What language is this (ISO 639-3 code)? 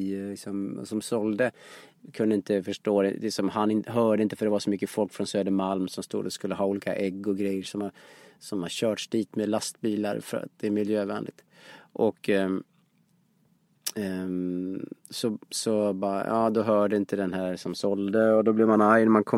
swe